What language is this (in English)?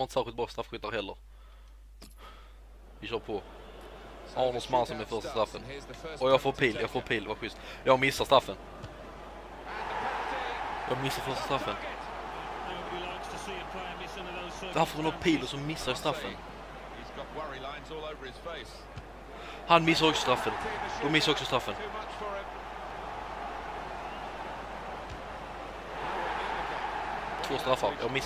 Swedish